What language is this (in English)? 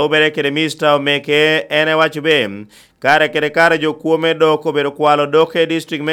Lango (Uganda)